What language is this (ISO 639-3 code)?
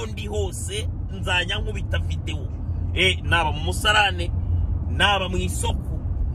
kin